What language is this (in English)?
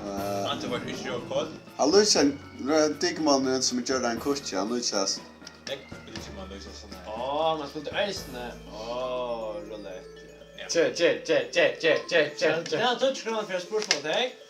Faroese